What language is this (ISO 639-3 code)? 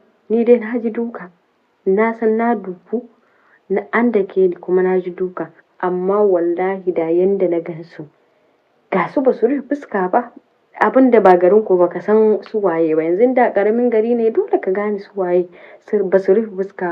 hau